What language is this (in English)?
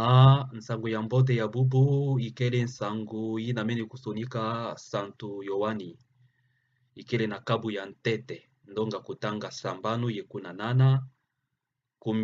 Kituba (Democratic Republic of Congo)